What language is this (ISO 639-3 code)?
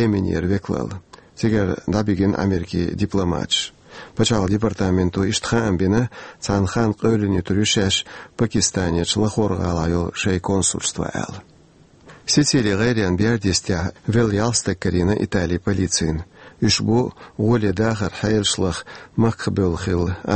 che